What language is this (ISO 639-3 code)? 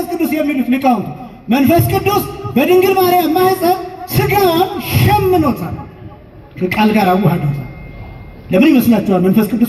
amh